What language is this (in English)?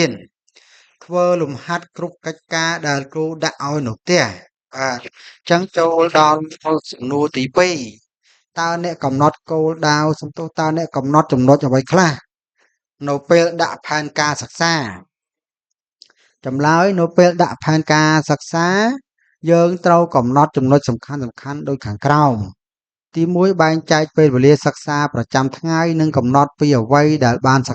Khmer